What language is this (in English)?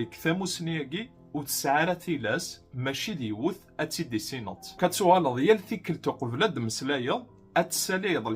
Kabyle